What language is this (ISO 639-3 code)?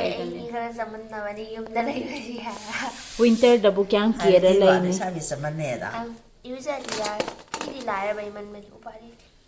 mni